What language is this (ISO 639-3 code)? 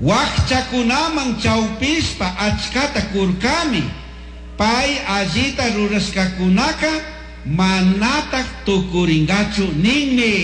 qug